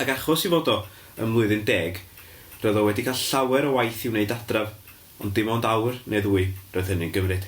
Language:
Welsh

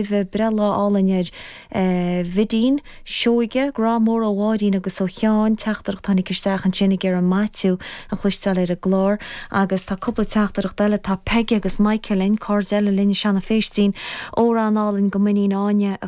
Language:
Irish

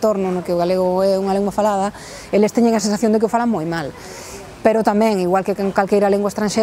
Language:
Galician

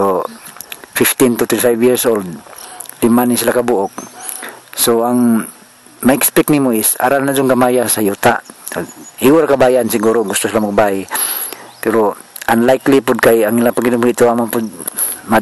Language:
Cebuano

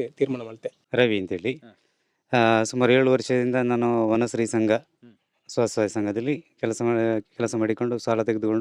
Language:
Tulu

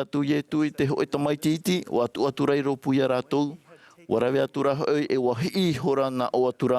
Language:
Tahitian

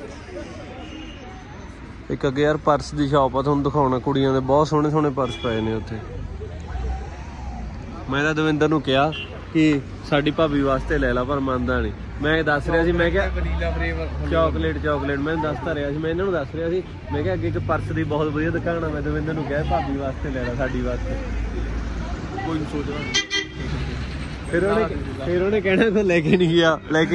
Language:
Punjabi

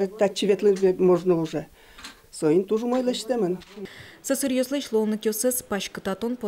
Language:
Udmurt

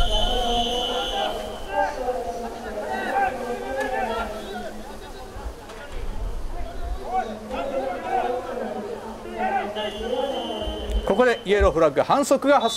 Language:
Japanese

